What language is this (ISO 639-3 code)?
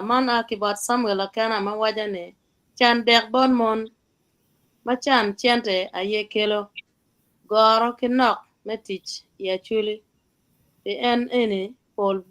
ach